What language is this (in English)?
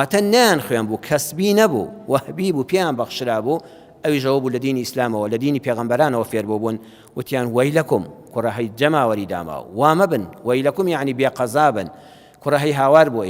Central Kurdish